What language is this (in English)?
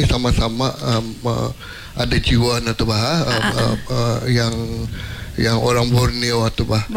Malay